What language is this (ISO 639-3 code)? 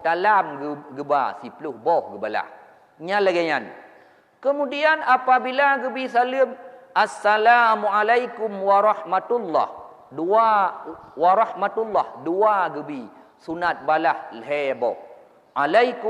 ace